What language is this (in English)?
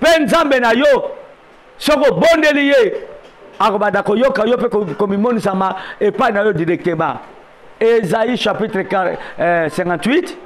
Lingala